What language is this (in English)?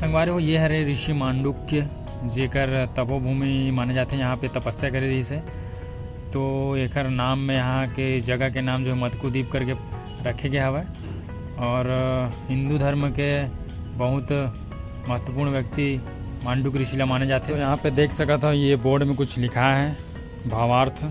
Chhattisgarhi